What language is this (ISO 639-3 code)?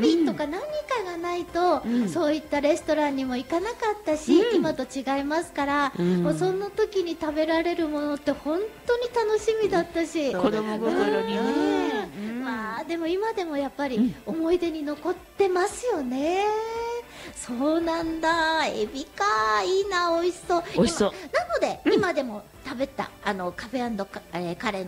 jpn